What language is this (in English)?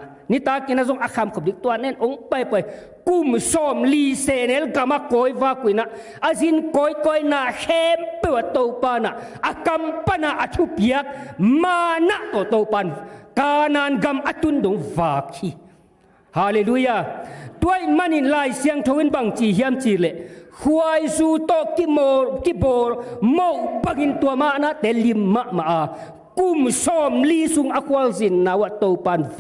Tedim Chin